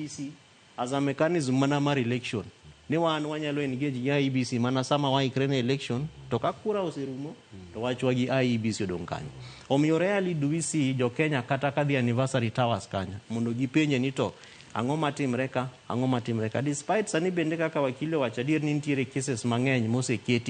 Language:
Luo (Kenya and Tanzania)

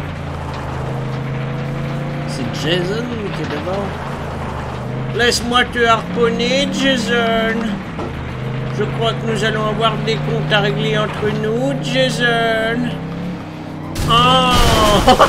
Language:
French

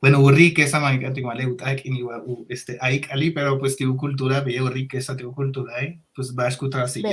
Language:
Yucateco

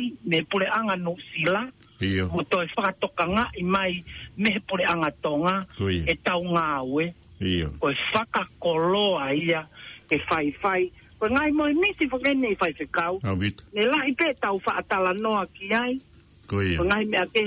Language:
Tongan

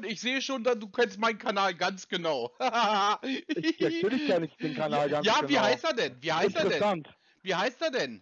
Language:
German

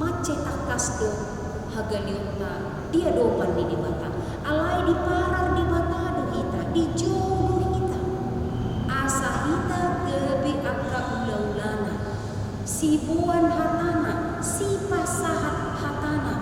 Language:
Batak Toba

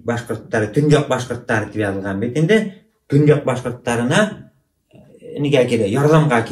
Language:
Bashkir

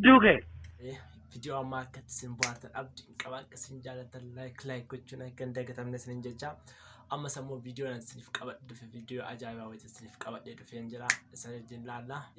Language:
Oromo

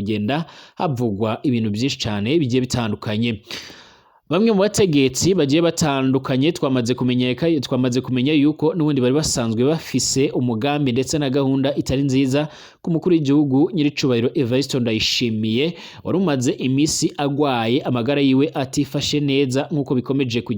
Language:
Rundi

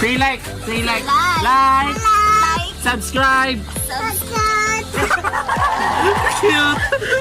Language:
Cebuano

